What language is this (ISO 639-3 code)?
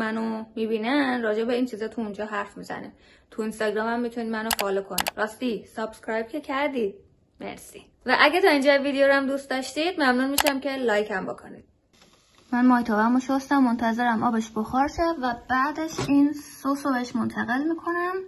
fas